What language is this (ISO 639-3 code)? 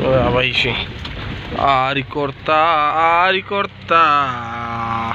bal